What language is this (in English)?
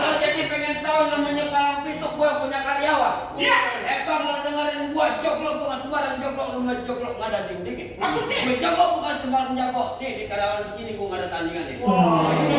Betawi